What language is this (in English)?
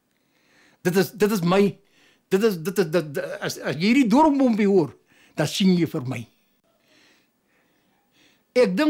Afrikaans